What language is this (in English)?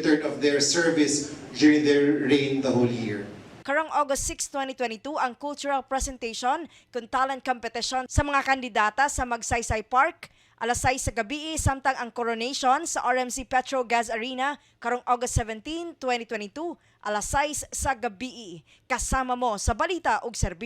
Cebuano